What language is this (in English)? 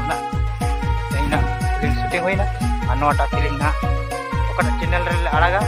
Santali